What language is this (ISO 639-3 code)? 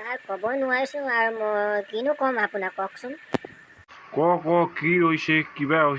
asm